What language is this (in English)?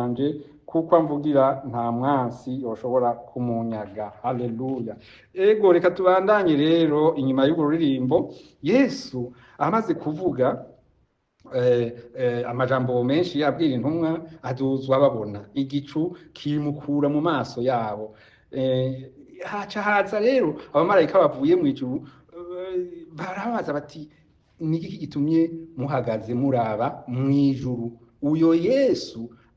Rundi